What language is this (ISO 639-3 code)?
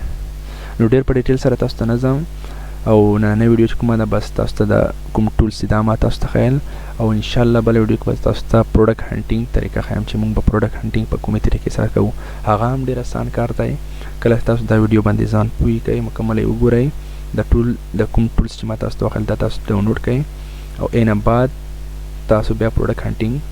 pus